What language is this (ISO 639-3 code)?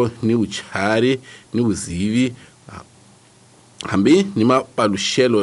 tso